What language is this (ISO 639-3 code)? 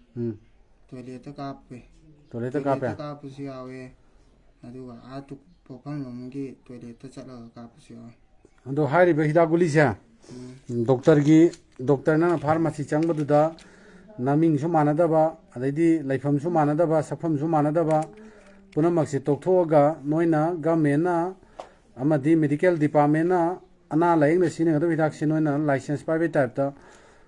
mni